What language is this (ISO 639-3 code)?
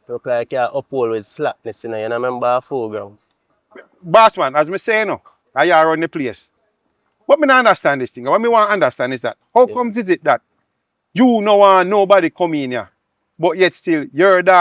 jam